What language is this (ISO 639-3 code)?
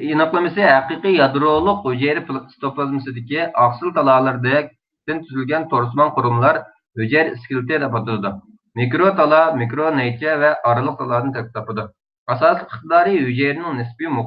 uig